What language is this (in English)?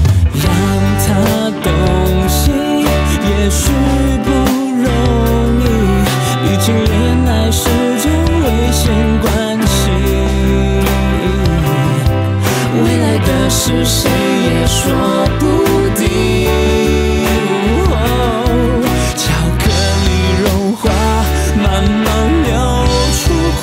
Chinese